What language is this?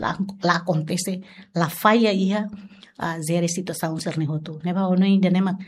Tetum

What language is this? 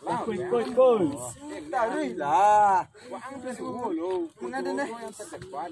Minangkabau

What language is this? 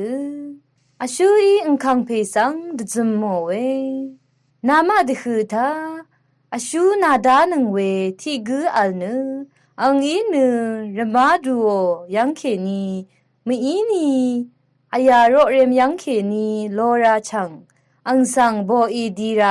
Rawang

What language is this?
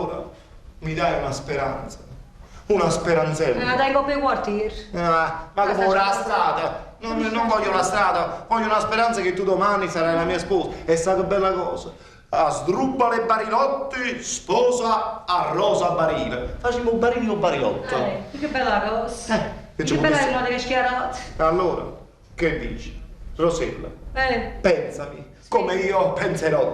Neapolitan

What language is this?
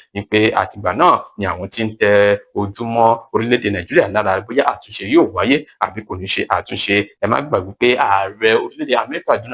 Yoruba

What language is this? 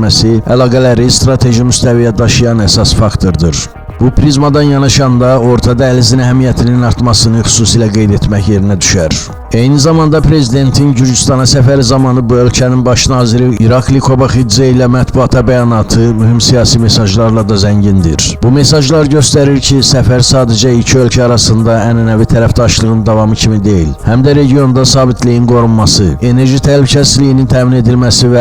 Azerbaijani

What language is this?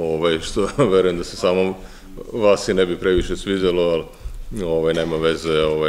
Serbian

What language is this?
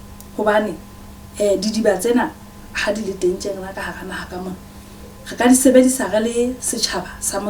Southern Sotho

